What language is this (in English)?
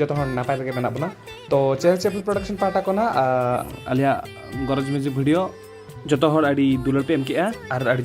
Santali